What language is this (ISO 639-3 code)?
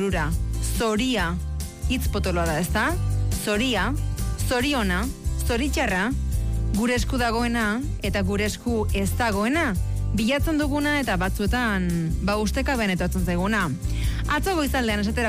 eus